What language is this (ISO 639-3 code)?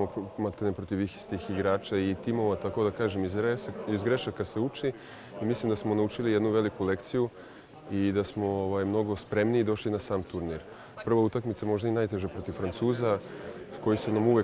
srp